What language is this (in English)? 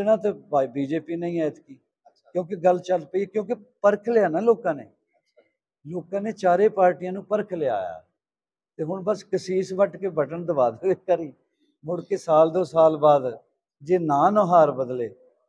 Punjabi